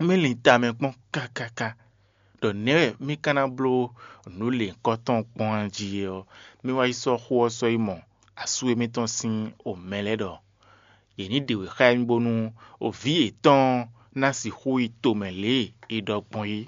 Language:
Fon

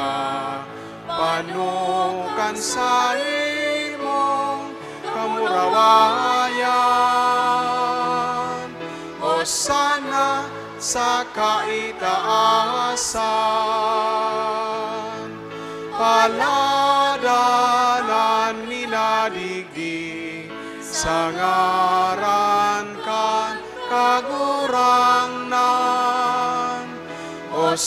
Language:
Bikol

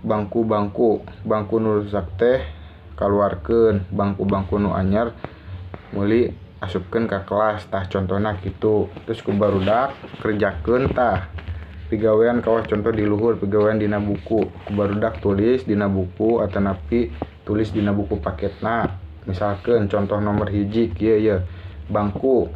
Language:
Sundanese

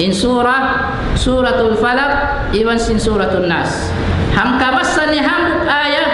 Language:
Tausug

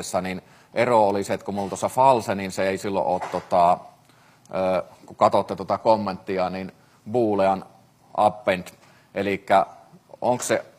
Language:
Finnish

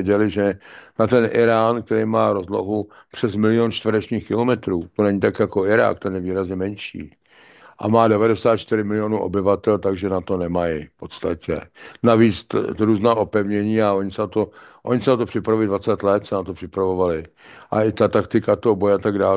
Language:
Czech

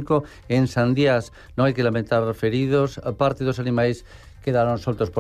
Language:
Galician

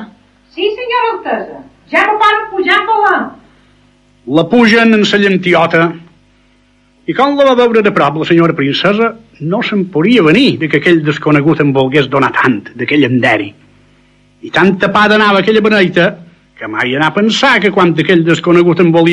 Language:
Catalan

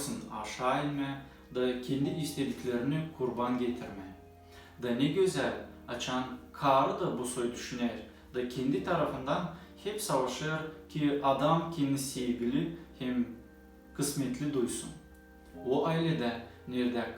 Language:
Gagauz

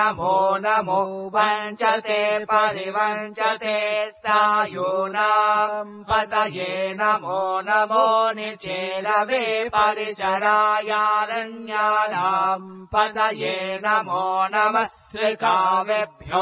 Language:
Sanskrit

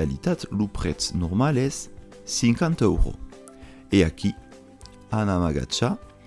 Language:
Occitan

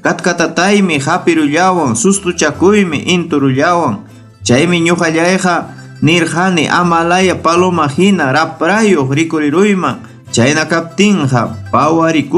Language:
Ayacucho Quechua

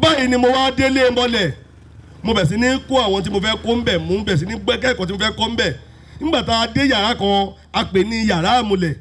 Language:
Yoruba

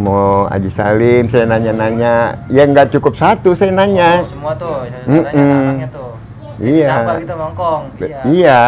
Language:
Betawi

